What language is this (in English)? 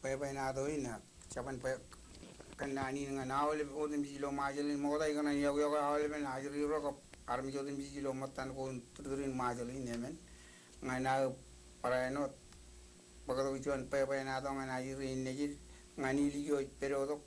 Marshallese